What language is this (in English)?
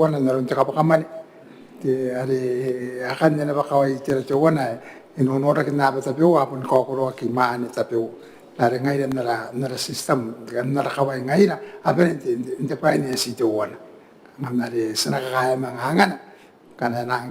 Gilbertese